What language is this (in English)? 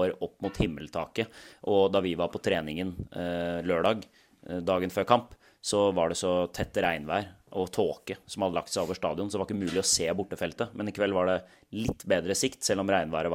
Norwegian